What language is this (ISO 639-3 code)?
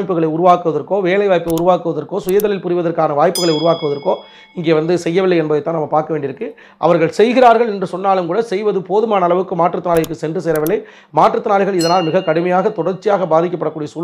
tam